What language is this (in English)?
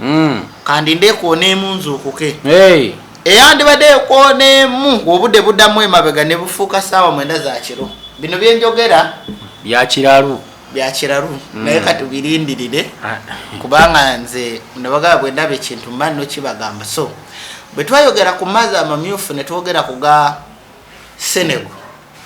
Ganda